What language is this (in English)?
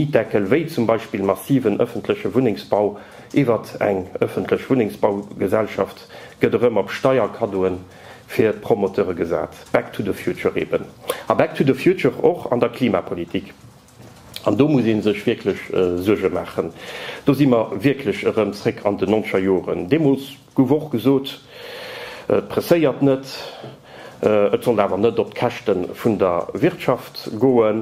Luxembourgish